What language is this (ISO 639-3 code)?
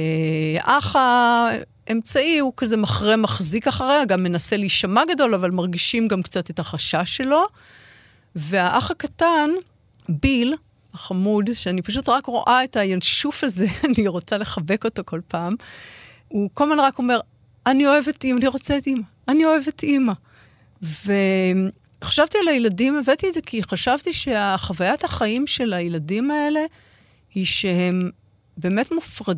heb